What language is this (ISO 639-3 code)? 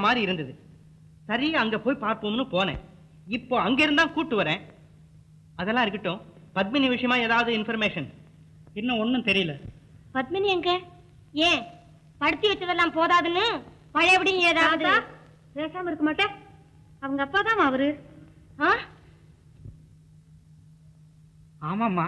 tam